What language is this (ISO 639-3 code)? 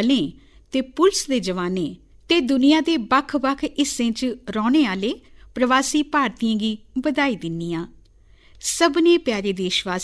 doi